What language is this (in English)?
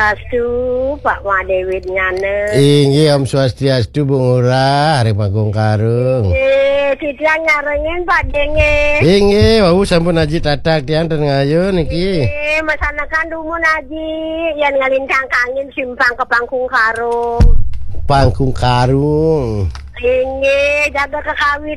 Balinese